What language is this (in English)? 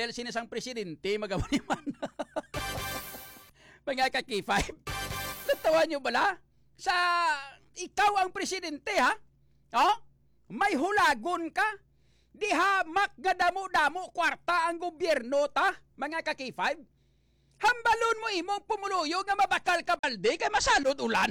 Hiligaynon